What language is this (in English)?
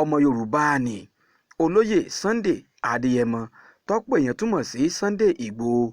Yoruba